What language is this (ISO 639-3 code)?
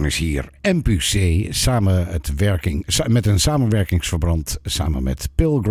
nld